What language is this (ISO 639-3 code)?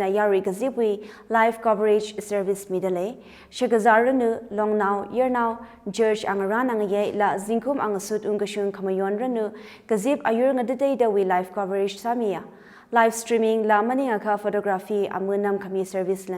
nmf